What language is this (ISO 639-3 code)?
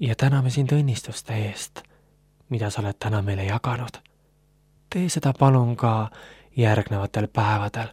est